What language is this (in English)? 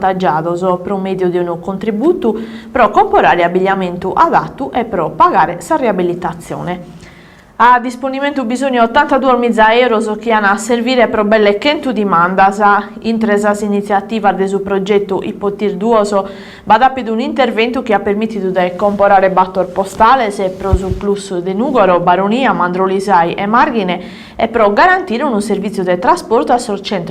Sardinian